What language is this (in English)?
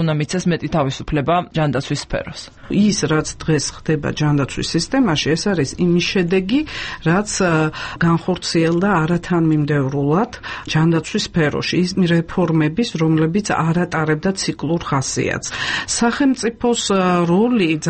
Georgian